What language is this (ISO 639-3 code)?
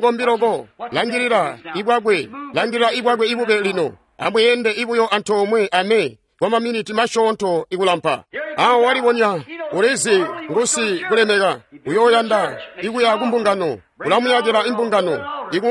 toi